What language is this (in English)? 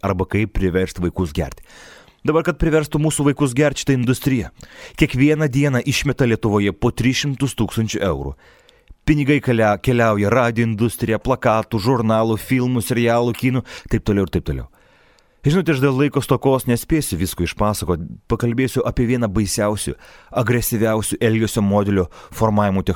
Lithuanian